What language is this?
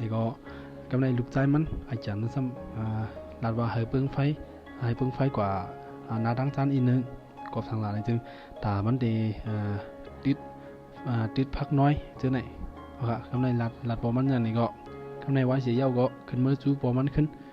Shan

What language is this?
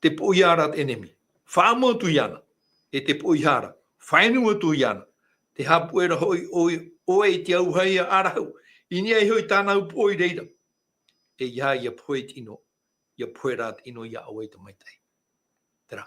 Tahitian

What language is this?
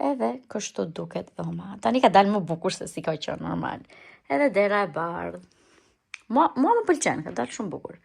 Albanian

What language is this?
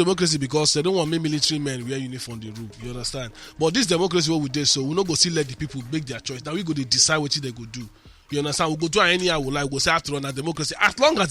Nigerian Pidgin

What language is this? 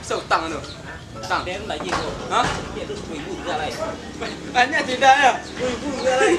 Minangkabau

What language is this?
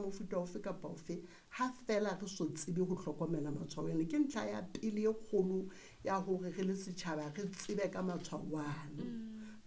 Southern Sotho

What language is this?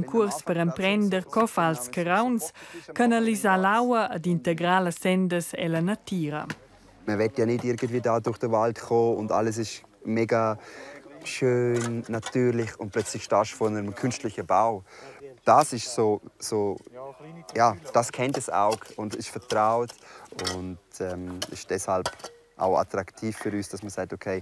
Romansh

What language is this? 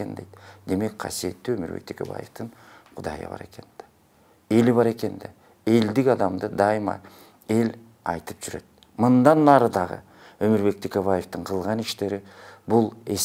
Kyrgyz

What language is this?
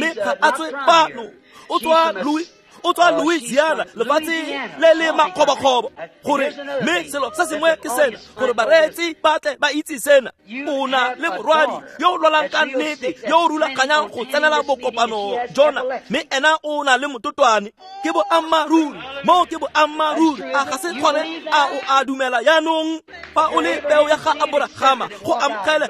Tswana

